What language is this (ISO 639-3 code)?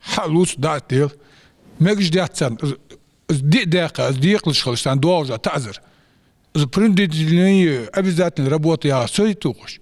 inh